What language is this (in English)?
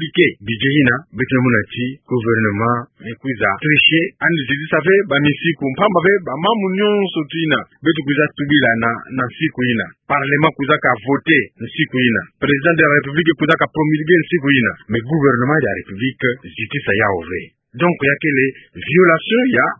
Kituba (Democratic Republic of Congo)